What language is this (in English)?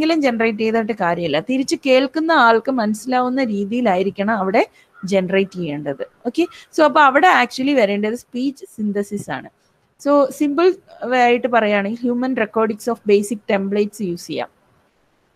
Malayalam